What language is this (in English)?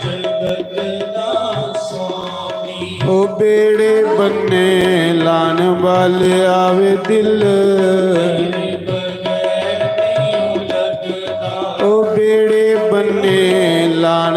Dogri